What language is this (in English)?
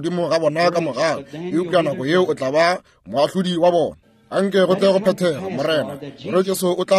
Northern Sotho